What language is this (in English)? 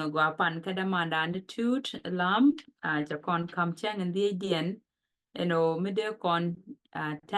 Nuer